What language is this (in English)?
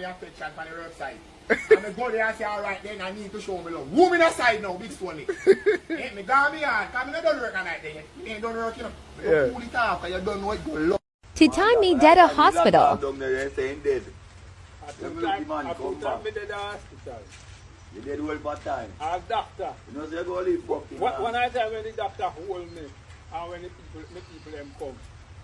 Jamaican Creole English